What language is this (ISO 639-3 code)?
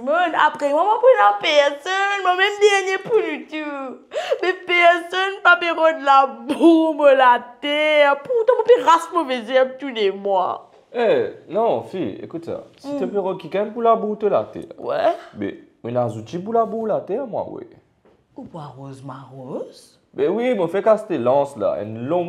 mfe